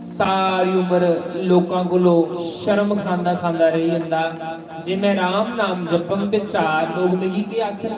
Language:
Dogri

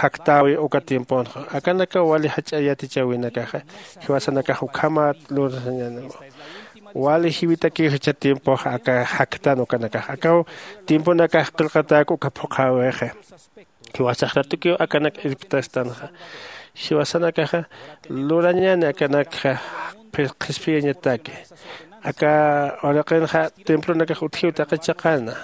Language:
Aymara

